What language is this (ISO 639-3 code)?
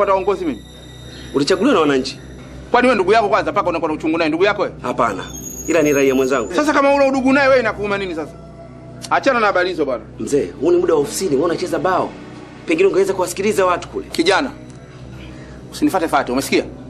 swa